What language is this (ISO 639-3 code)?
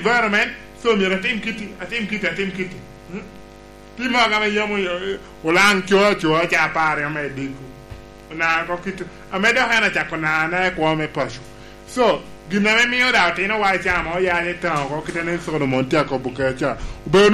laj